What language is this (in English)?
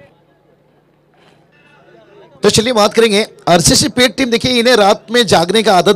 Hindi